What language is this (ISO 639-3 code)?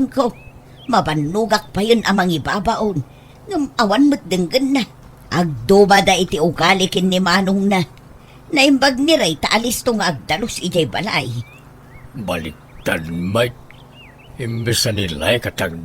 ilo